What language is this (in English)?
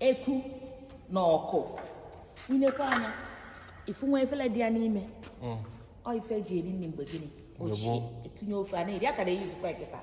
Igbo